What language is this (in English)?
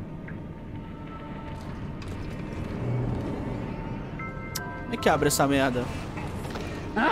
Portuguese